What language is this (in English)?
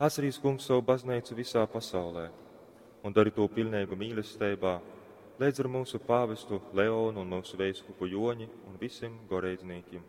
Latgalian